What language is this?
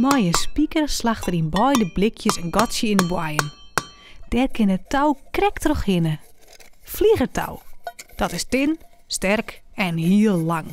Western Frisian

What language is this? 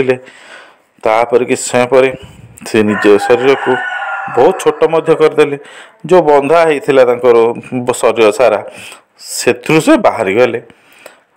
Odia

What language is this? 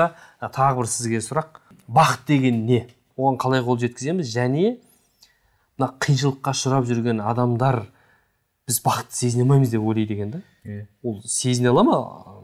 Kazakh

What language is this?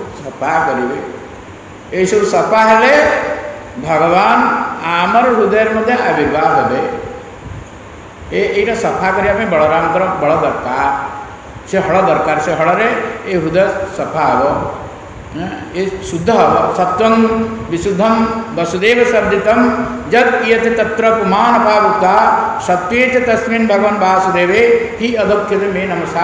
Odia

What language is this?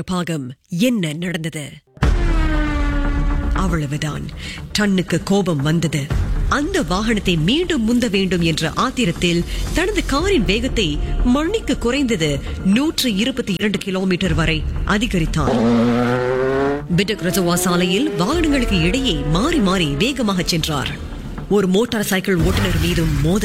Tamil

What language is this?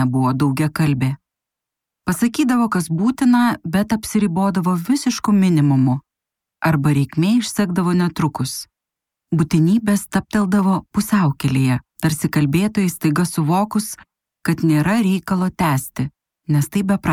Lithuanian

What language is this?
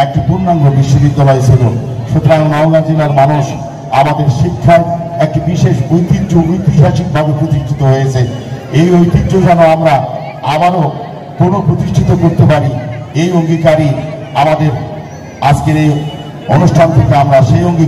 Bangla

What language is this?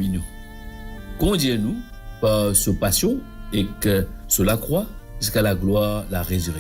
Morisyen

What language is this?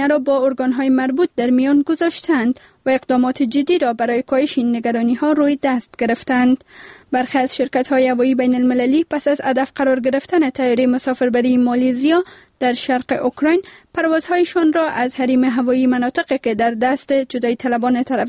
Persian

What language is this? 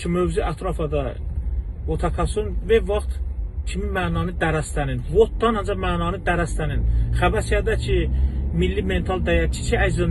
Azerbaijani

